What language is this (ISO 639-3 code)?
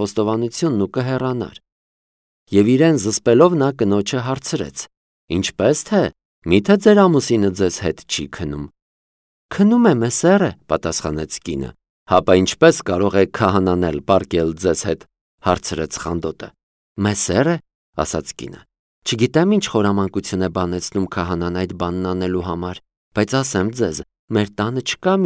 hye